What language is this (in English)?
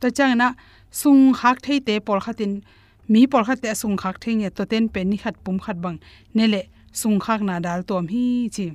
Tedim Chin